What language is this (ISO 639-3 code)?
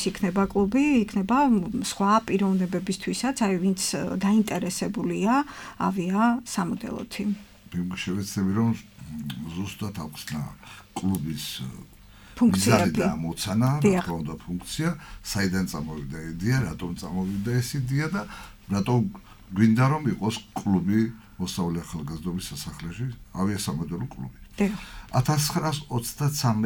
kat